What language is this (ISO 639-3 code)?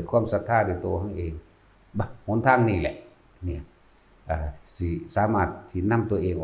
tts